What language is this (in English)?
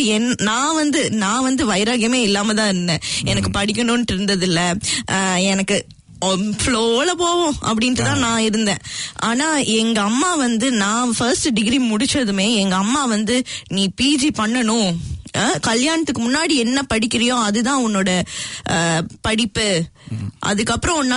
Tamil